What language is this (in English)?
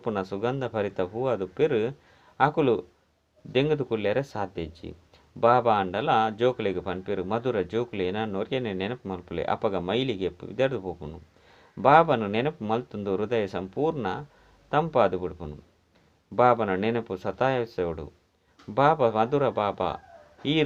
Tulu